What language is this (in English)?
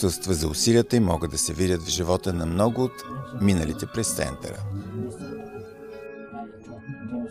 Bulgarian